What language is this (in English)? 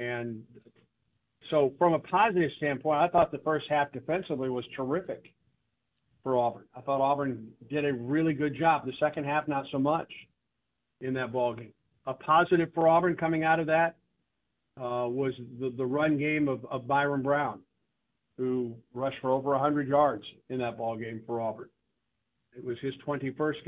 English